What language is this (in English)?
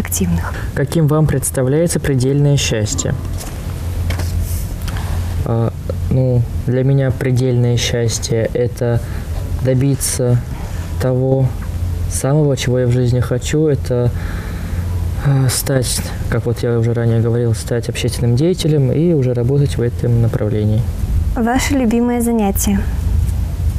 Russian